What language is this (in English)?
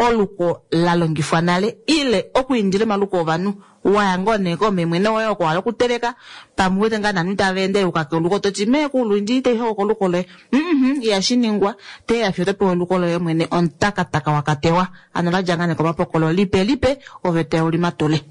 Kuanyama